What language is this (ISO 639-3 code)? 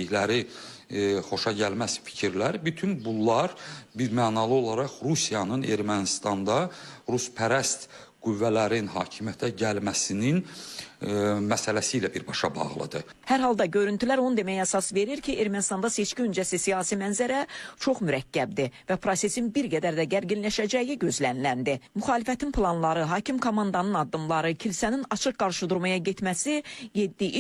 aze